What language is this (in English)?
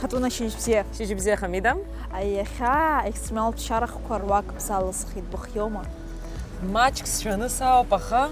Abkhazian